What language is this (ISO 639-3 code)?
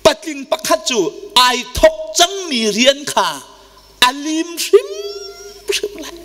cnh